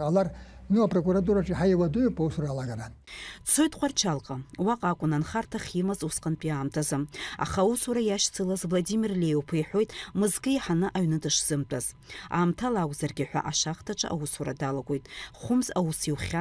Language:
Abkhazian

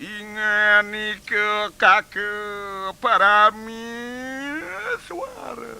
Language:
Balinese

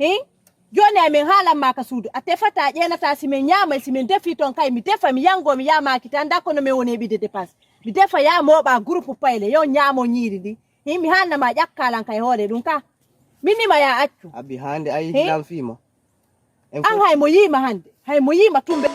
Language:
Fula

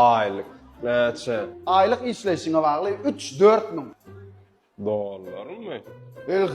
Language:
Turkmen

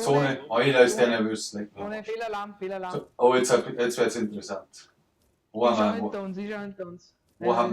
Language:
Bavarian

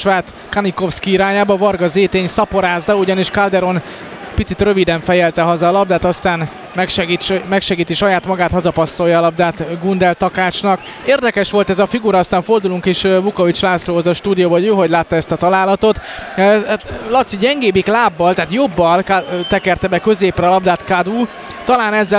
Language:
Hungarian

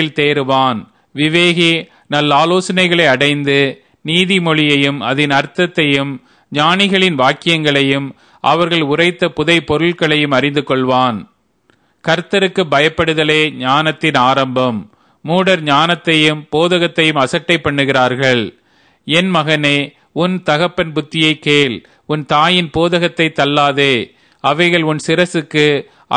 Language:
Tamil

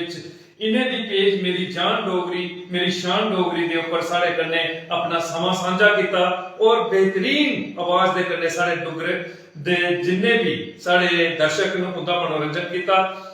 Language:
Dogri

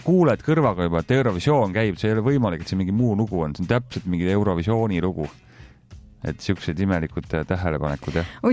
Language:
Estonian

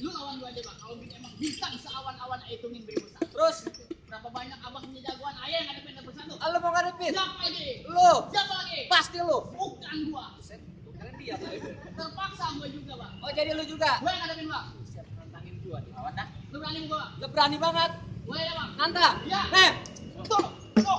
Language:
Betawi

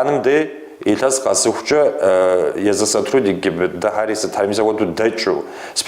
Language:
Kabardian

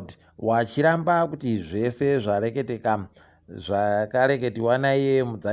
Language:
Ndau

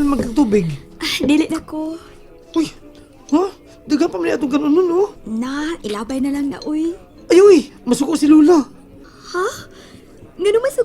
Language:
Cebuano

